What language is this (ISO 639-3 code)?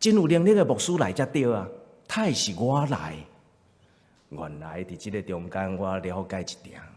nan